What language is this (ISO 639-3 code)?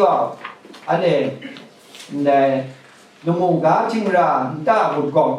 kac